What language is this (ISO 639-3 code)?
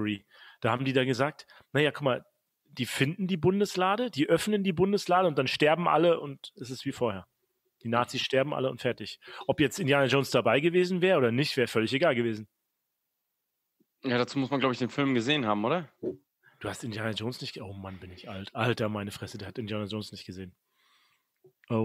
deu